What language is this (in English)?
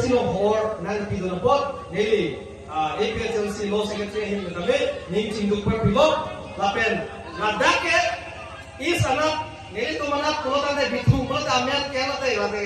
Karbi